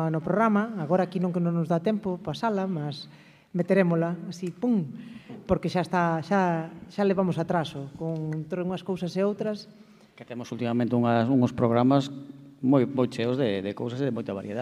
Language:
Galician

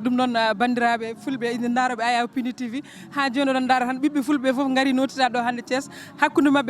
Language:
Fula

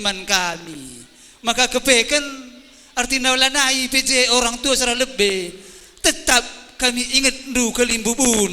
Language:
Batak Karo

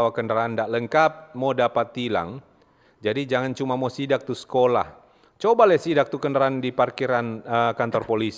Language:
Manado Malay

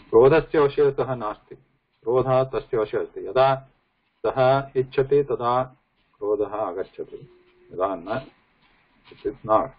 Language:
Sanskrit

